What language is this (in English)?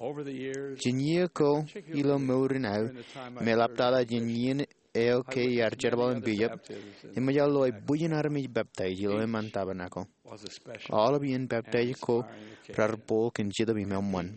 Marshallese